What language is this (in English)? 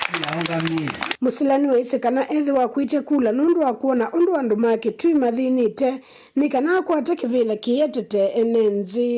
Kamba